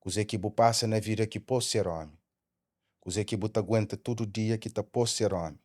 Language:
Kabuverdianu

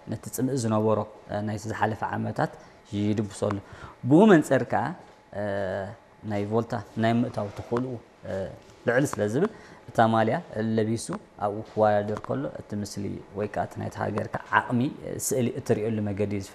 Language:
Tigrinya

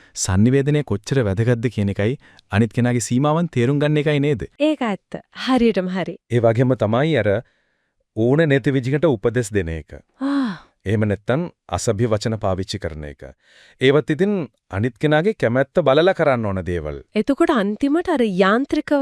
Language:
Sinhala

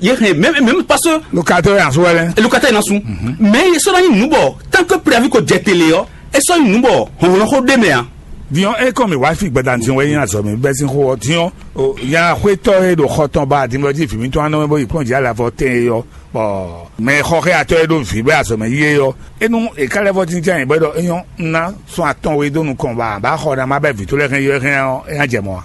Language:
Fon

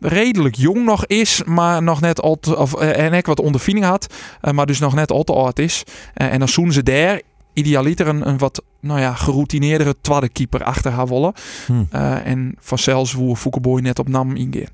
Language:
Western Frisian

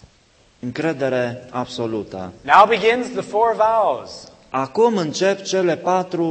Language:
Romanian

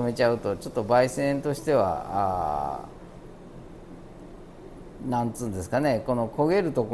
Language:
Japanese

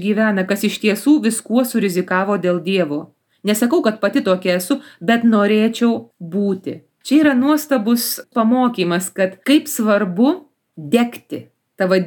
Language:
Lithuanian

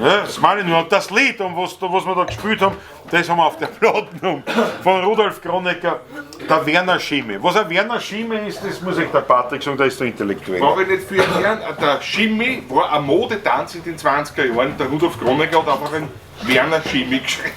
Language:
Bavarian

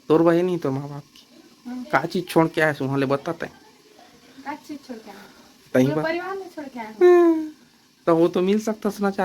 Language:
Chhattisgarhi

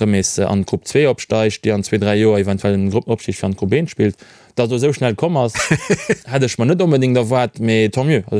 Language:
Luxembourgish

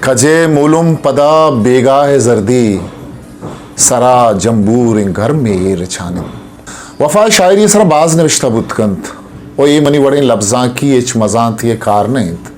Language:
Eastern Balochi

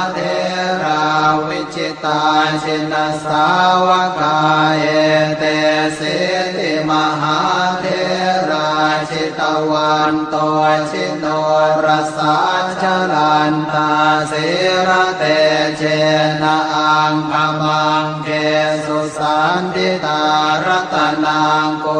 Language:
Pali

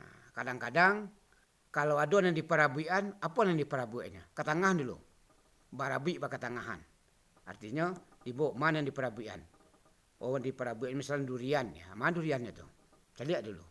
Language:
Minangkabau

